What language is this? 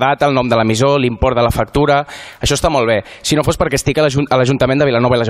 Catalan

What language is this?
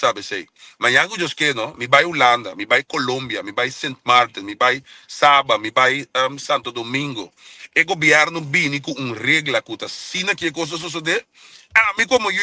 Papiamento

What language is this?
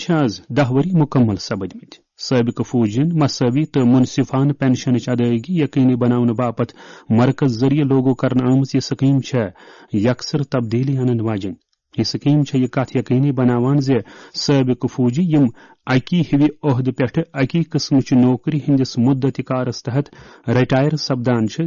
Kashmiri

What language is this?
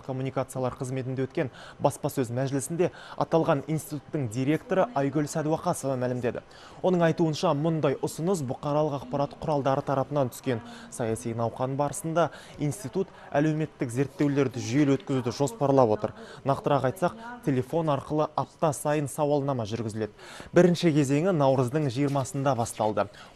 Kazakh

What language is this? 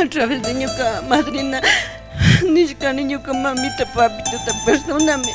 Chimborazo Highland Quichua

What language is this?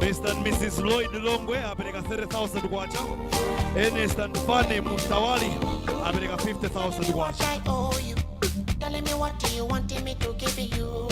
Nyanja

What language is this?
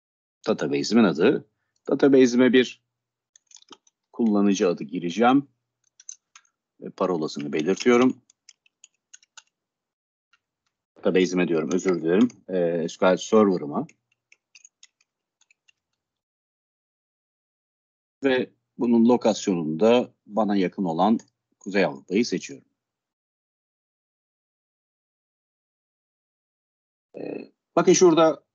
Turkish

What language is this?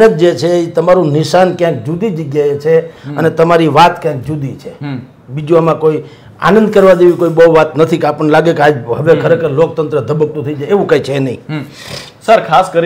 Gujarati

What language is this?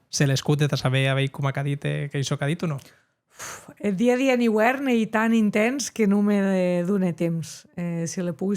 Occitan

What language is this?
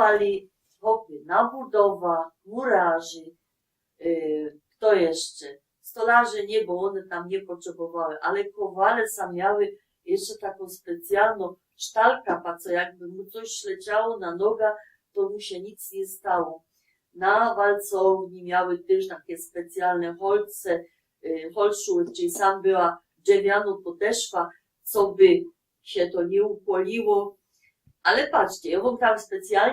Silesian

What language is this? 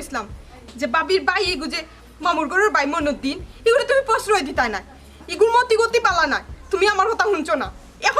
Sylheti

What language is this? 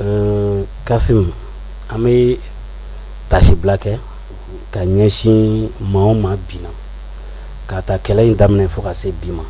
Bambara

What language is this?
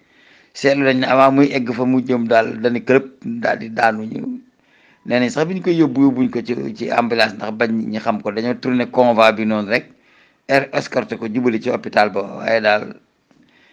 Wolof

